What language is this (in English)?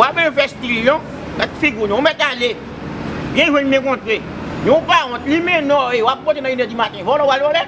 Haitian Creole